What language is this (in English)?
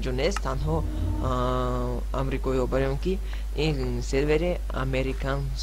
Tajik